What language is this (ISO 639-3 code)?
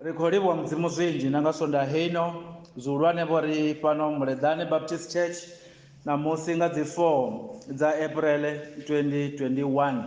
ven